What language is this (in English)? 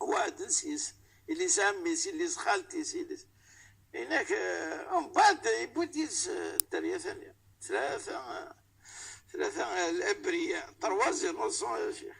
Kabyle